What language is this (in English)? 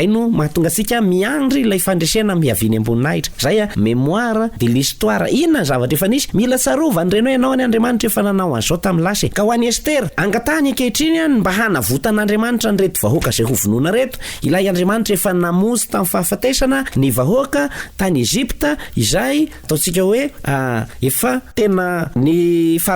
Malagasy